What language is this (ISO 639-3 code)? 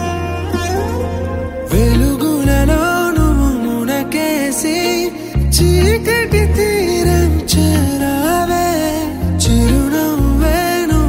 tel